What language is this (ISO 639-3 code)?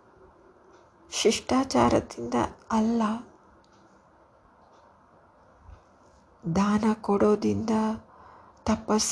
kan